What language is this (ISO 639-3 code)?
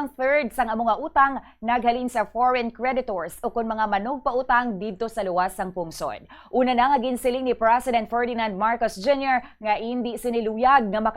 hil